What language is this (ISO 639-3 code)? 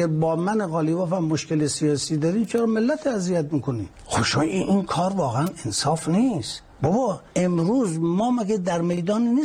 fas